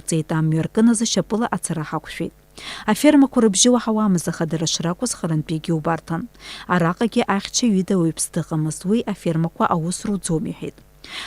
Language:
Abkhazian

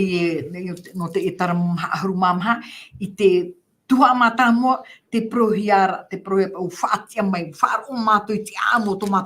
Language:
Tahitian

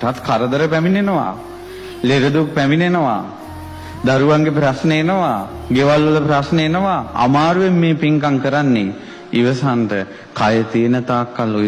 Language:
Sinhala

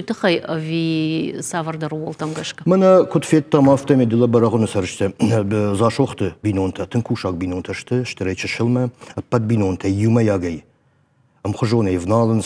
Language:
Ossetic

